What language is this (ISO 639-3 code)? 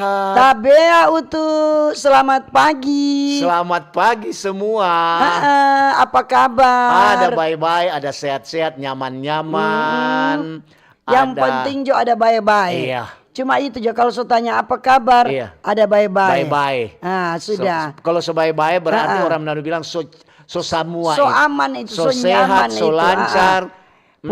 xmm